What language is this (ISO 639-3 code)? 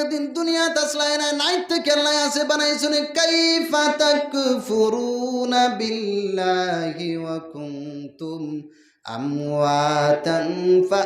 syl